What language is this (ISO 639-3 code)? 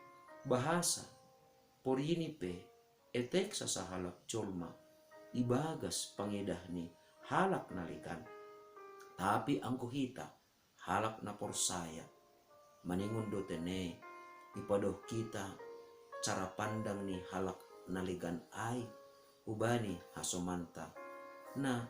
bts